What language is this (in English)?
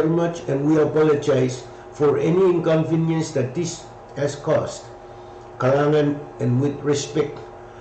Pohnpeian